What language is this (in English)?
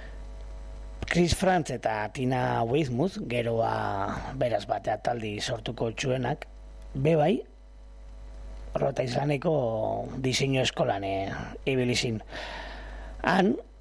Basque